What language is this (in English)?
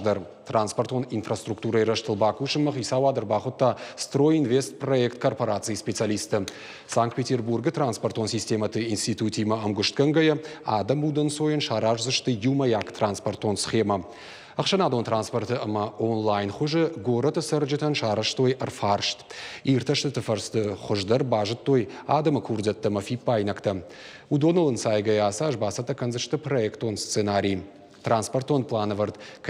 Ossetic